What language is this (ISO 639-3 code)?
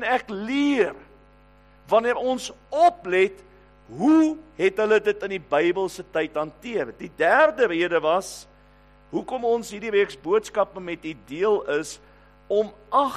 afr